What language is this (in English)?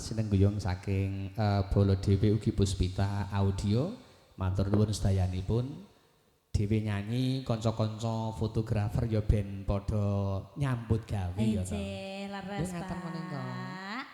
Javanese